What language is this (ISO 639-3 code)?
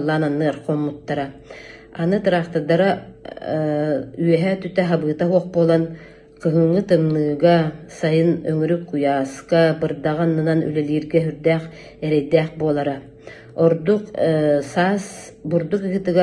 sah